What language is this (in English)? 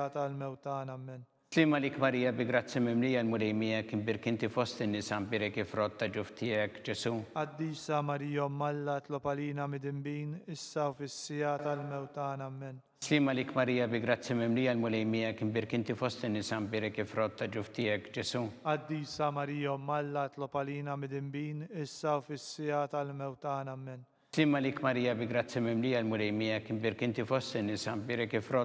Maltese